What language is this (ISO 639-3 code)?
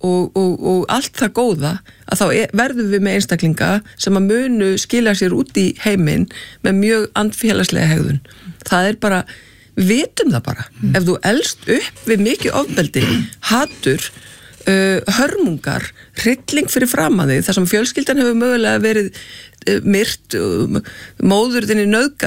isl